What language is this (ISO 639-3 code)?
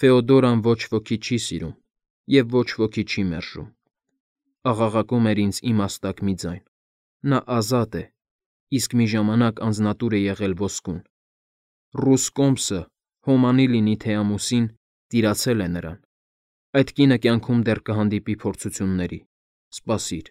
hye